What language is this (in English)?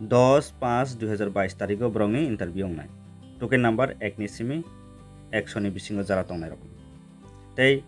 Kok Borok